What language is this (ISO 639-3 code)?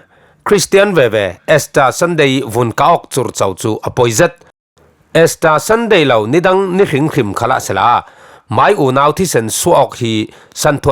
cfm